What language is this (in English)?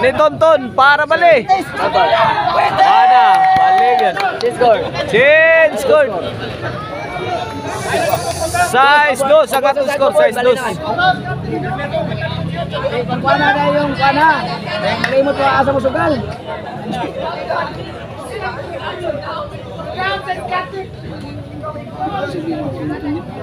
Cebuano